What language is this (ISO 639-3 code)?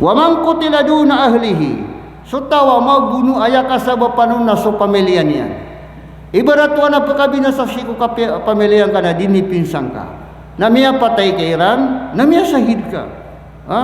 mrw